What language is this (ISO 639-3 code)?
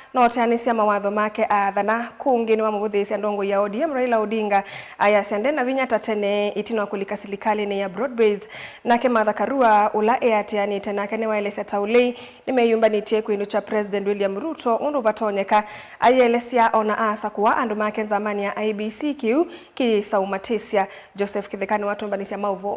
kam